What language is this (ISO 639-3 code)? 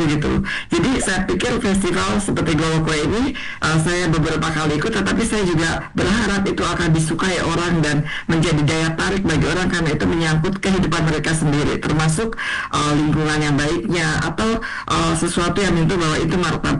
ind